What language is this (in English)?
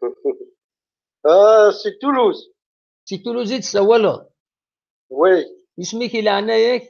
Kabyle